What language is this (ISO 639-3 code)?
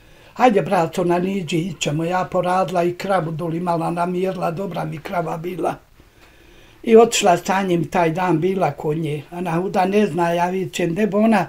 bos